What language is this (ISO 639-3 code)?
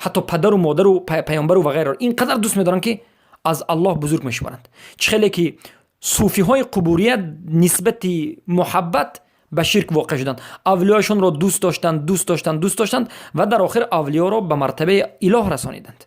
fas